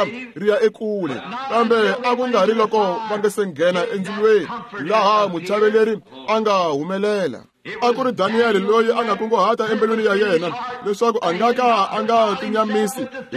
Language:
Tsonga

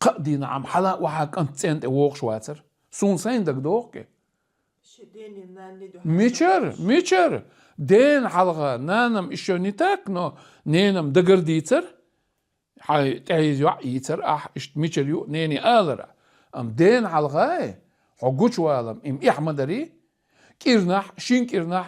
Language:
Chechen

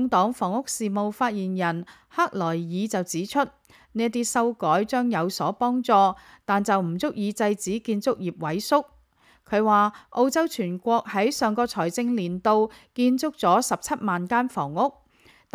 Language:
Cantonese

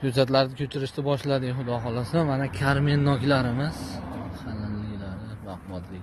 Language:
Uzbek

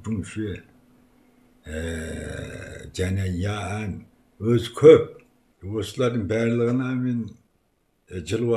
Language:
Kazakh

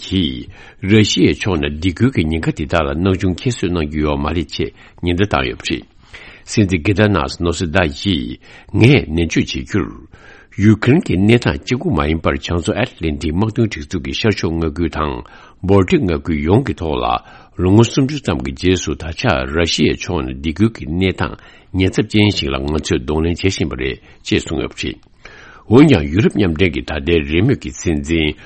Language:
Tibetan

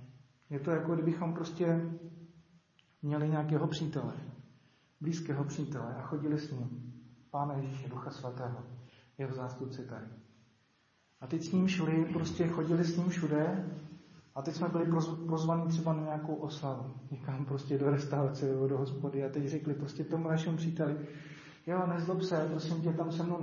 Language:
Czech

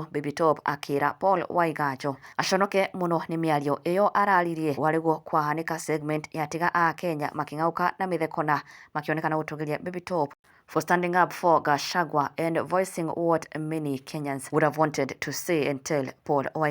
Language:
Kikuyu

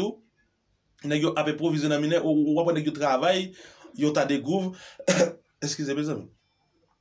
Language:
Haitian Creole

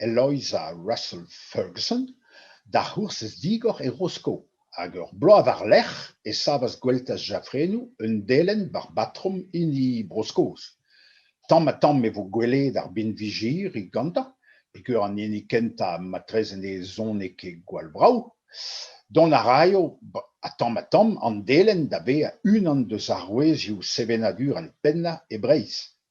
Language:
Breton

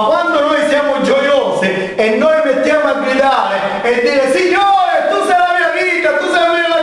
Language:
Italian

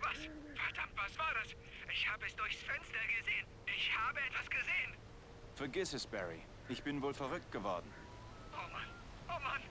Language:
Bavarian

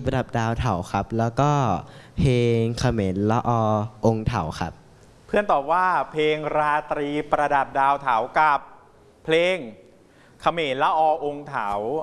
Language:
Thai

